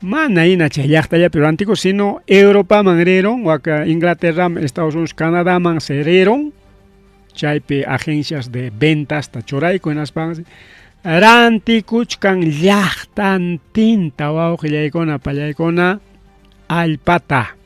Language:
Ayacucho Quechua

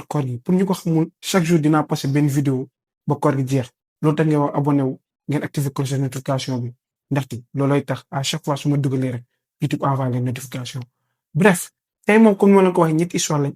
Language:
Wolof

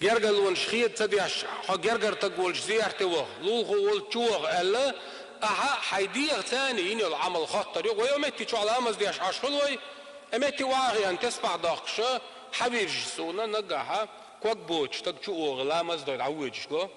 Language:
Chechen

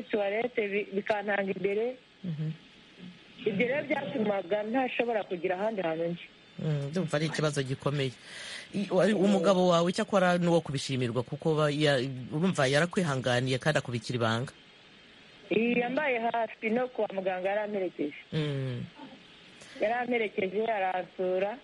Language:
Kinyarwanda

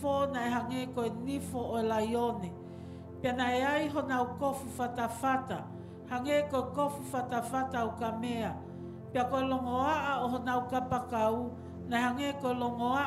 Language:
Tongan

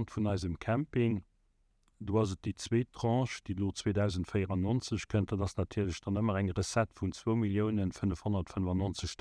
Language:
Luxembourgish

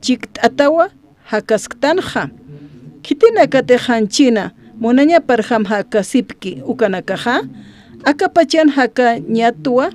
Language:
Aymara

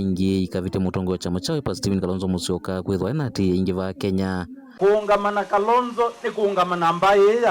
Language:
Kamba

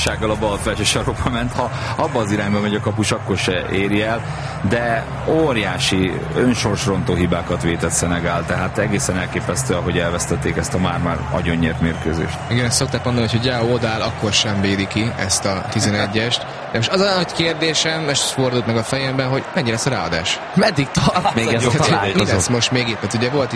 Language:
Hungarian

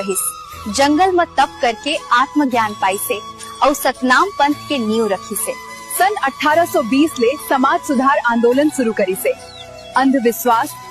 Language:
Chhattisgarhi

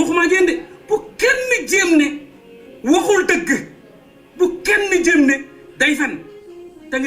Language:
Wolof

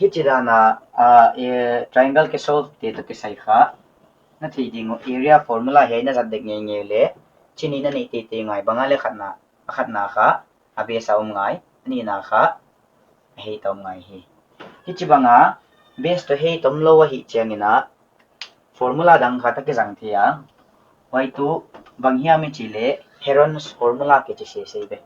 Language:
Paite Chin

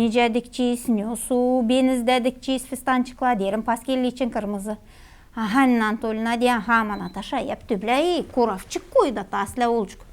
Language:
Gagauz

